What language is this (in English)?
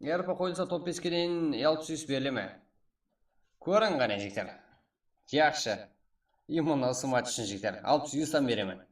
Kara-Kalpak